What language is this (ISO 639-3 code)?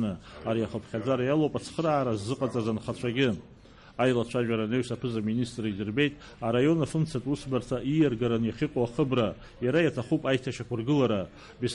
abk